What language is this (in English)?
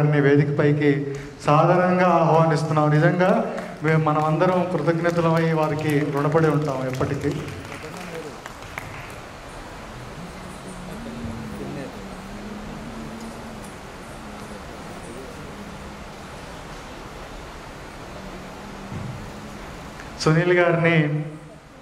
Telugu